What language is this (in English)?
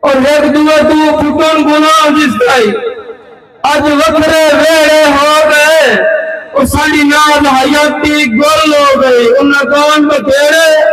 Saraiki